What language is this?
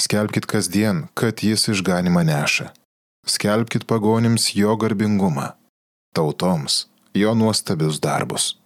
Lithuanian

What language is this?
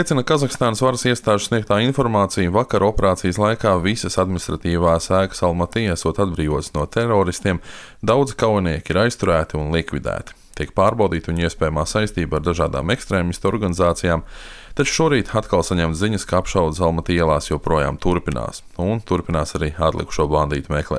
Latvian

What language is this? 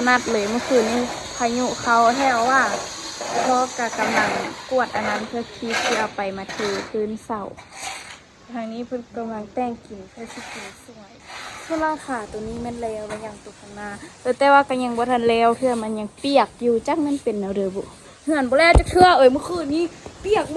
Lao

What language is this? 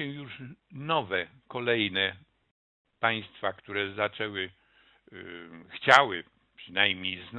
Polish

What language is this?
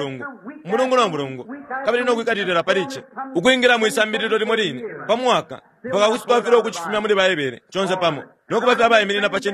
Bemba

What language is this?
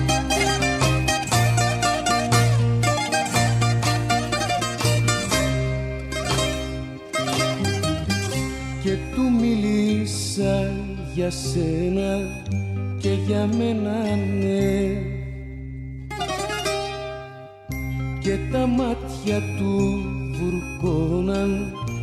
Greek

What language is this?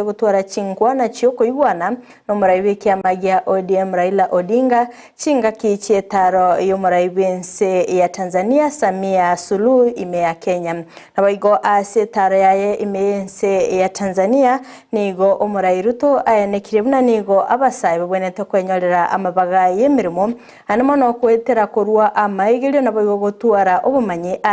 Gusii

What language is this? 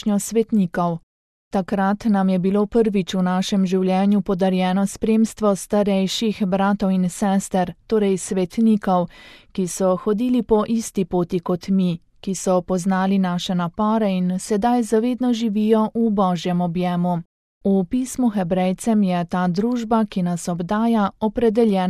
Slovenian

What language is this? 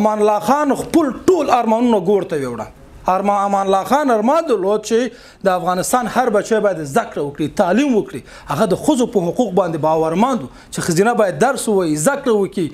Pashto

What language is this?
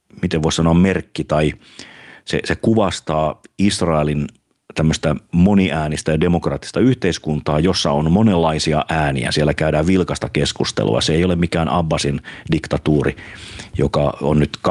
Finnish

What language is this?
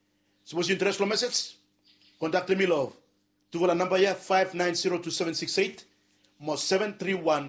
Bislama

